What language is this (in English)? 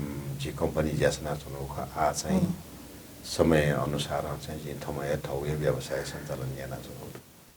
Newari